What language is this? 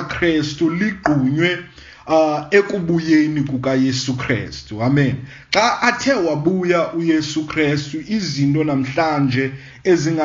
Xhosa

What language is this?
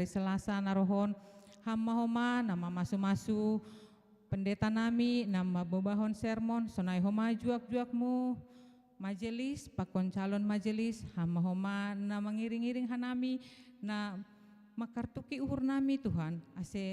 Batak Simalungun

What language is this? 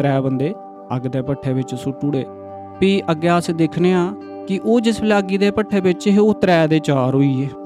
Dogri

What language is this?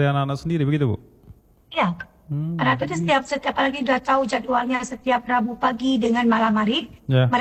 Indonesian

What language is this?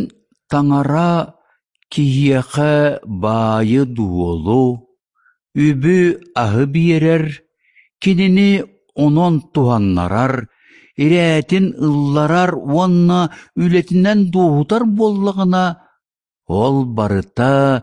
Yakut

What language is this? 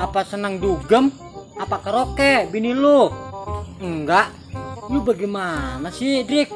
Betawi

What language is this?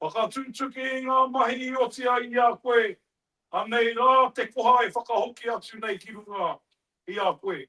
Māori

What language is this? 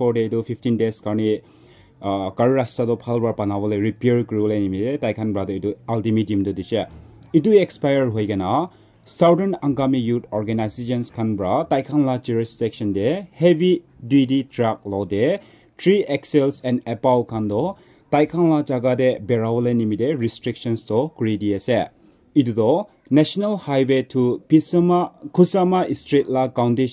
Naga Pidgin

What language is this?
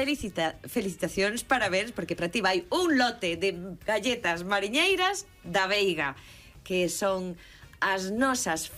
Galician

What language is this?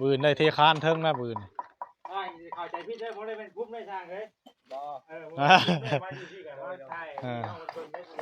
Northeastern Thai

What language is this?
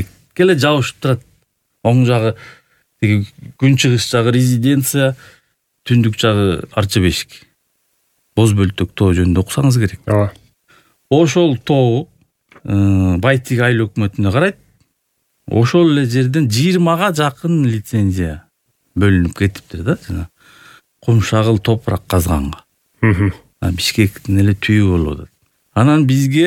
Kyrgyz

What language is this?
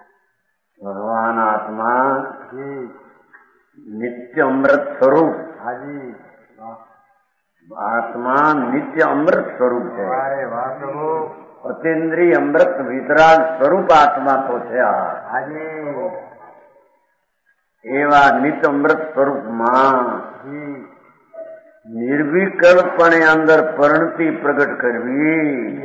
Gujarati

